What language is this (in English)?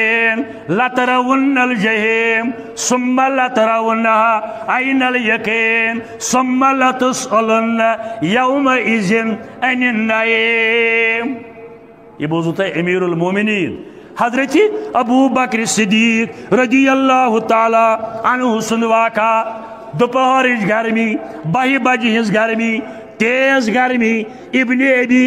Kashmiri